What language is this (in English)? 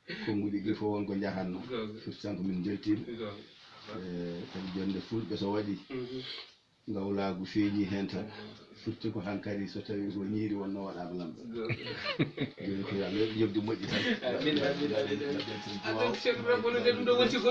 Fula